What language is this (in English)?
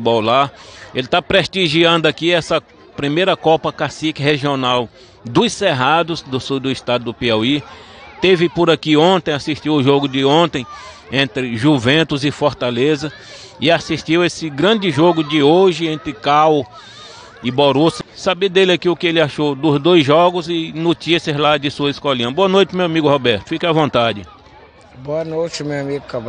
Portuguese